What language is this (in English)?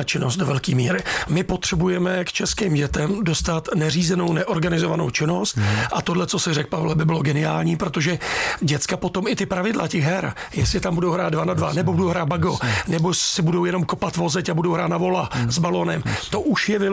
Czech